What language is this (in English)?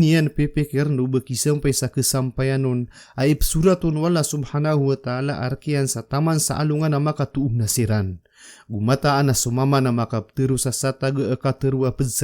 Maranao